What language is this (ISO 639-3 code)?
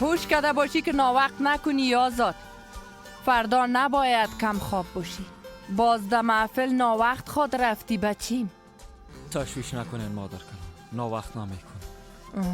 fas